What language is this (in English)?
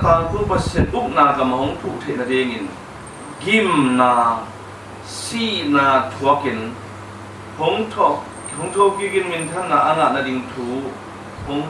Tedim Chin